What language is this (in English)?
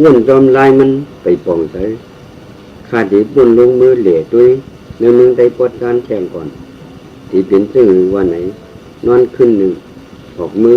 Shan